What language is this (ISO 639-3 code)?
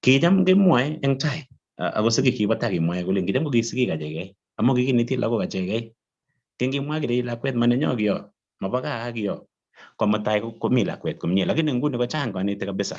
kln